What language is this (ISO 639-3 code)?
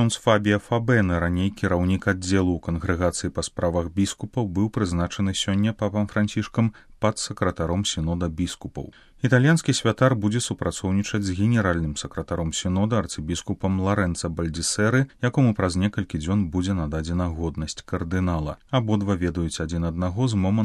bel